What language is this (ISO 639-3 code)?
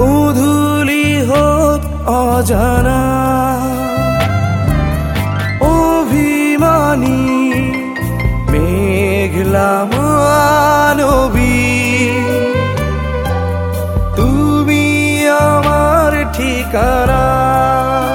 ben